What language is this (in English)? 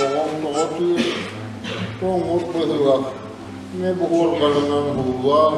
Yakut